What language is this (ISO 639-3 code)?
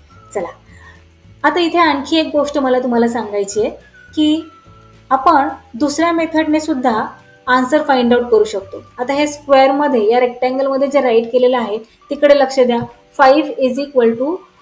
mar